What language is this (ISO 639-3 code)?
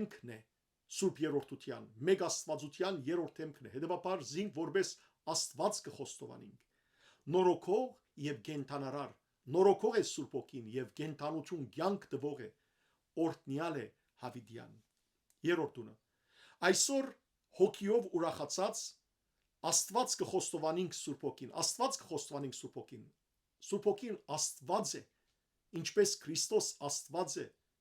hyw